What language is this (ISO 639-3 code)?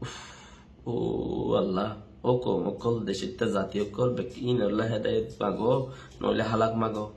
rhg